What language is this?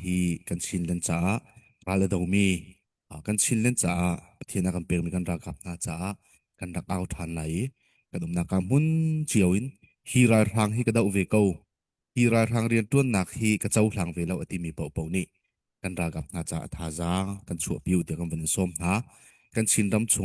Hakha Chin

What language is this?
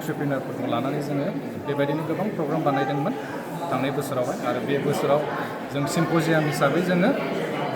Bodo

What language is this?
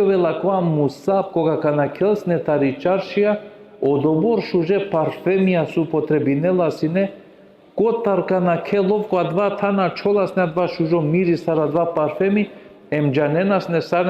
Balkan Romani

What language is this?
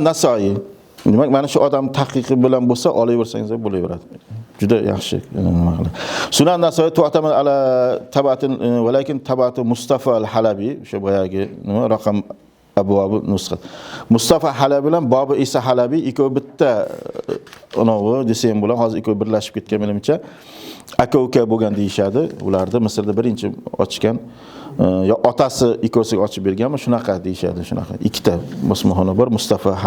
Uzbek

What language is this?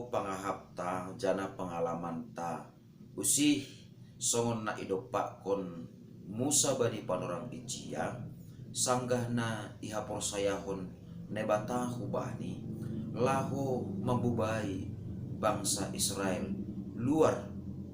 Batak Simalungun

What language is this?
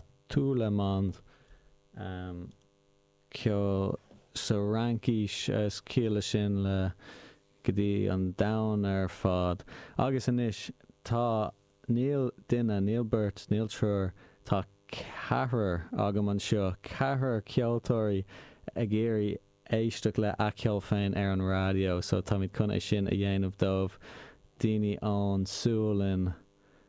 Irish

